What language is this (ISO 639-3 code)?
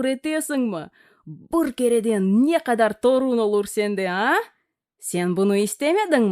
crh